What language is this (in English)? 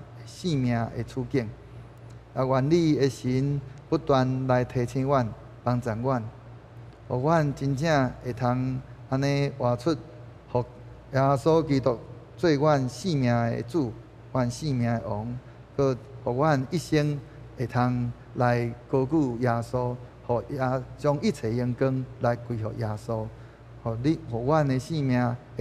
Min Nan Chinese